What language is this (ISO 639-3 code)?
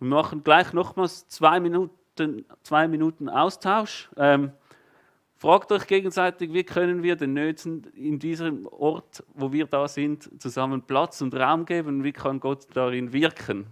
gsw